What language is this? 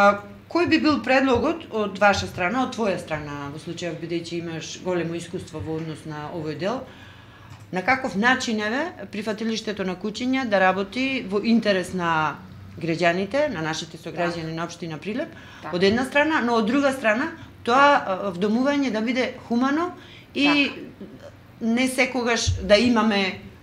Macedonian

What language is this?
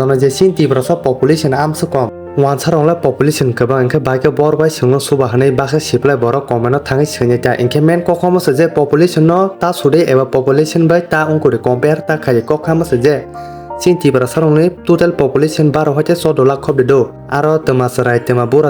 Kok Borok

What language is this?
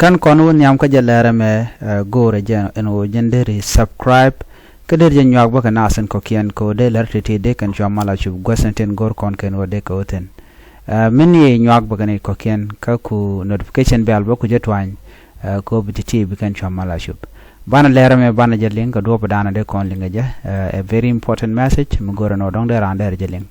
Nuer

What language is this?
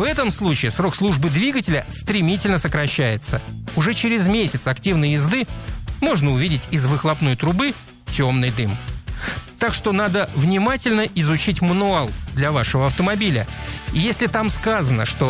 Russian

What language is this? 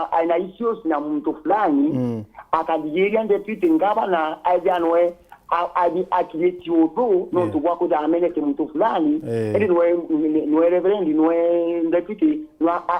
Meru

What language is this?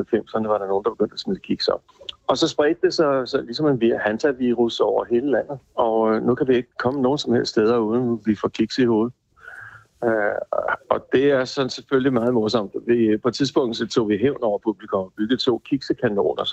Danish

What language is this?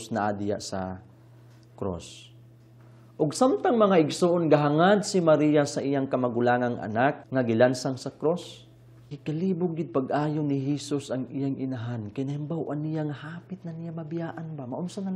Cebuano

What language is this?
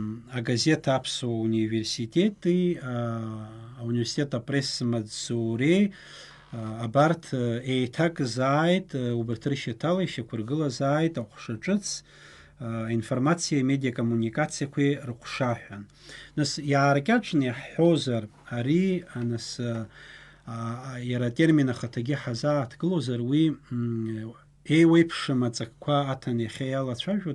Abkhazian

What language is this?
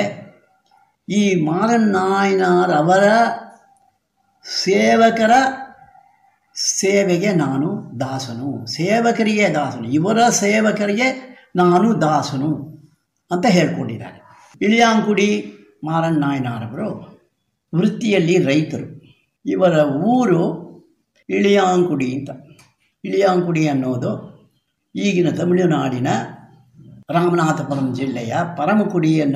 Kannada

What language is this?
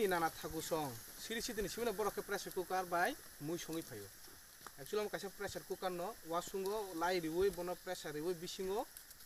Kok Borok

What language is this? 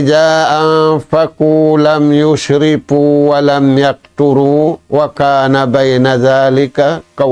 Tausug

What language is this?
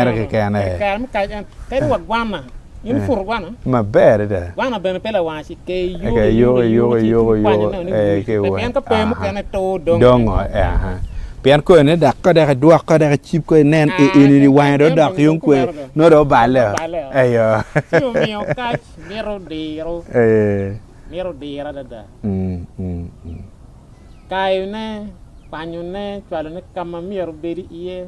Acoli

